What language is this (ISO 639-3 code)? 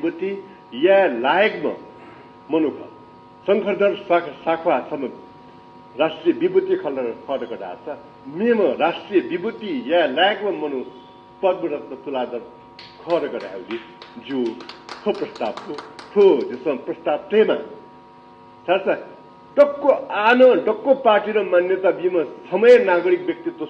new